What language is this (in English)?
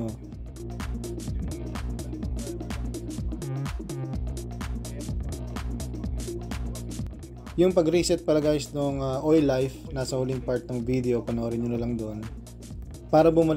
Filipino